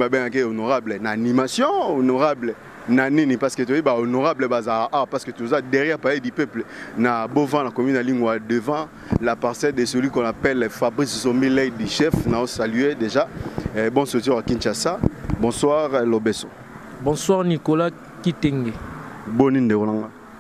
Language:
Lingala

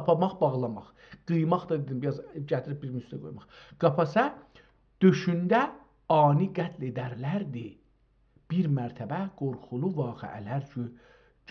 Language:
South Azerbaijani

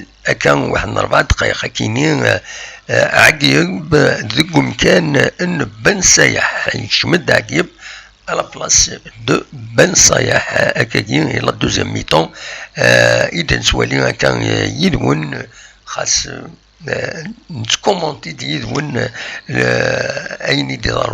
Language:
Kabyle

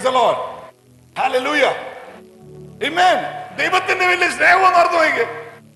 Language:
Malayalam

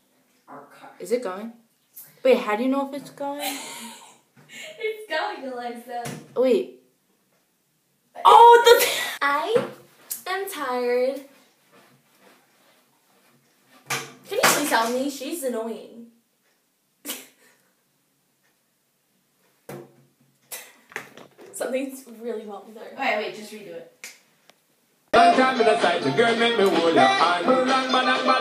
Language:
English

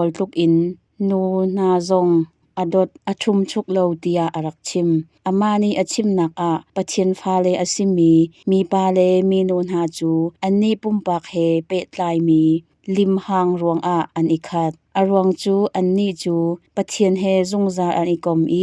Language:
Hakha Chin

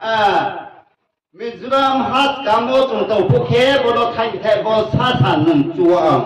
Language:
Riang (India)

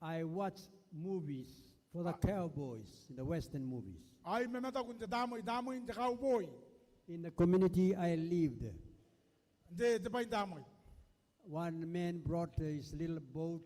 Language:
Gilbertese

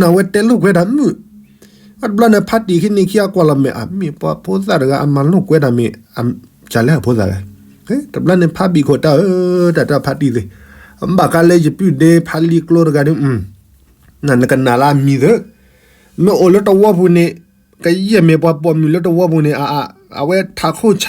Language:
S'gaw Karen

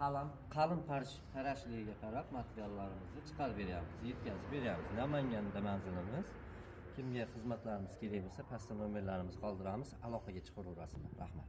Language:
Uzbek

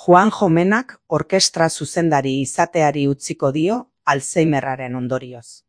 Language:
Basque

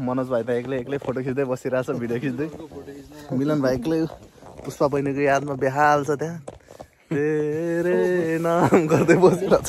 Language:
Nepali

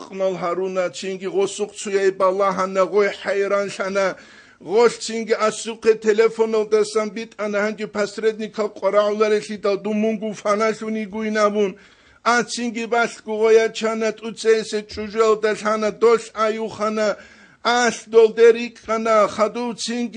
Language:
Avaric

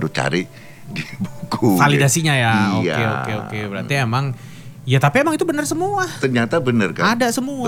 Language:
Indonesian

